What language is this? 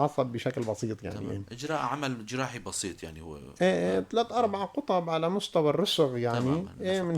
North Levantine Arabic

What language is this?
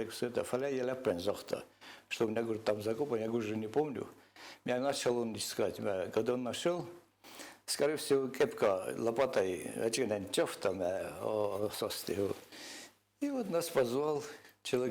Ossetic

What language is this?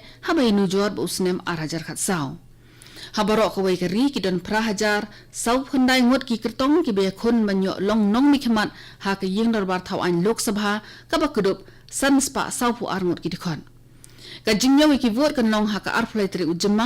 Khasi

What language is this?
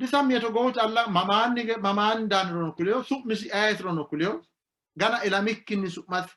Sidamo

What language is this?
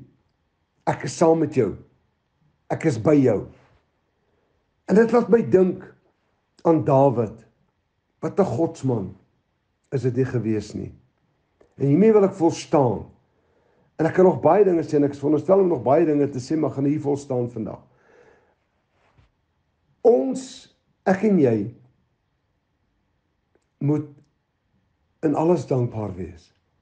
Afrikaans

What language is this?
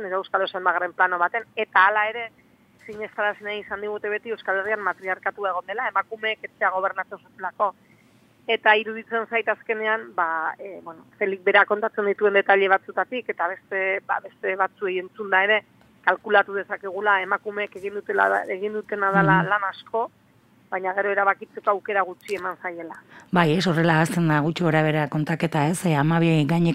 Basque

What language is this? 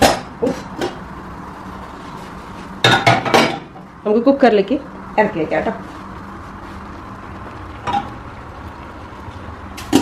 Malayalam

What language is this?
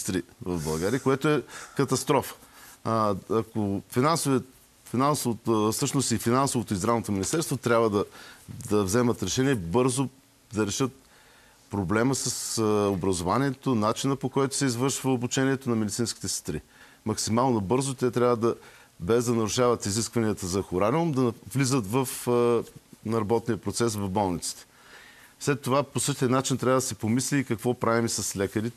Bulgarian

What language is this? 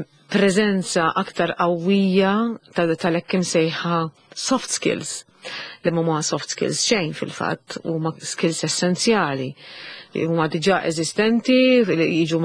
Maltese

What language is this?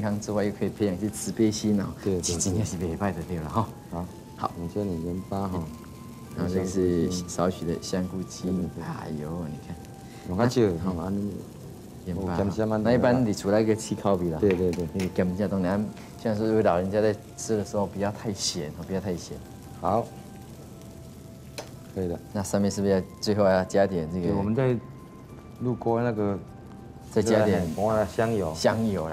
Chinese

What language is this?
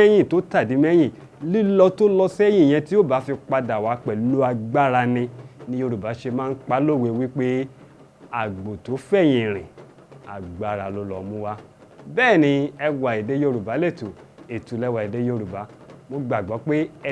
Yoruba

